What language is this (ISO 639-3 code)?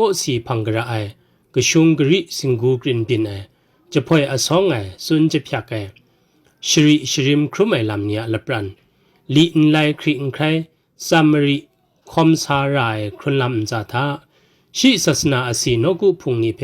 kac